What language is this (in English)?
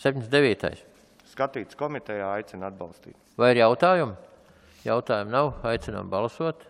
Latvian